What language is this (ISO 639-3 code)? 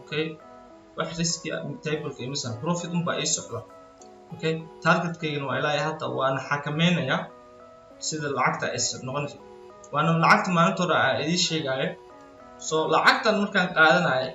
som